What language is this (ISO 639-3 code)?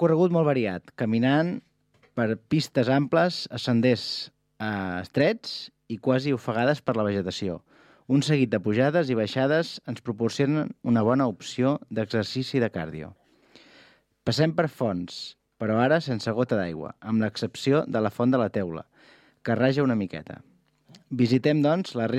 cat